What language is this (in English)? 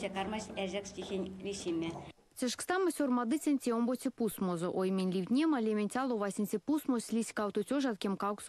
Erzya